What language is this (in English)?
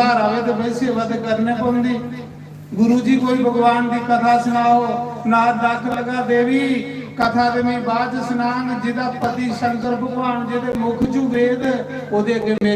Dogri